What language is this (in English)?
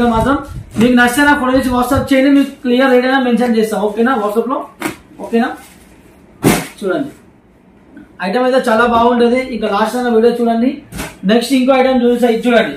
Telugu